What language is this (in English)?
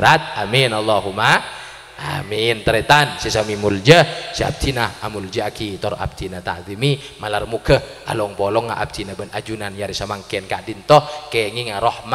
Madurese